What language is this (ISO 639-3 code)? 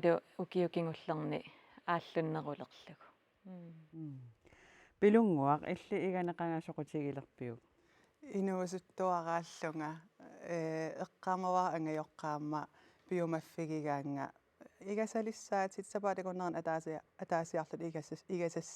kal